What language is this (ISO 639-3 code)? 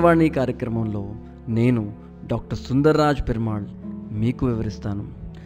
tel